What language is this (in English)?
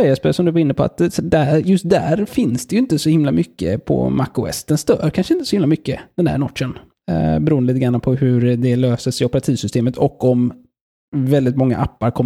Swedish